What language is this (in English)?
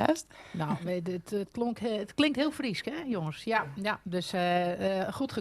Western Frisian